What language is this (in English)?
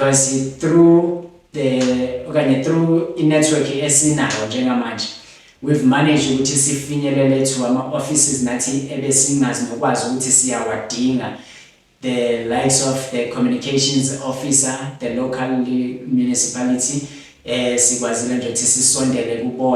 Zulu